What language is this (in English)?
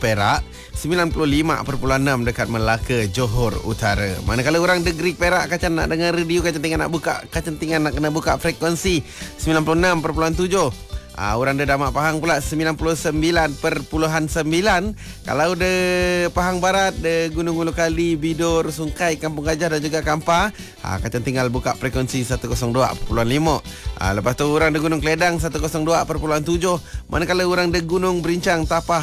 Malay